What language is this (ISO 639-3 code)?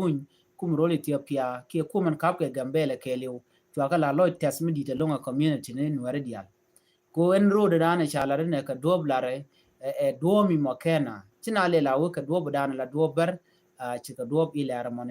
nus